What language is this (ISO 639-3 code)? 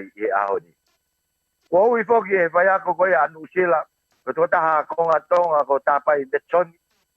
ton